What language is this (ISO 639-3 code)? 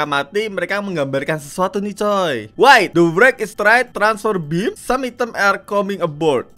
ind